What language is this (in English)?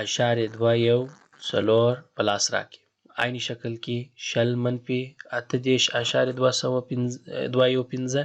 Pashto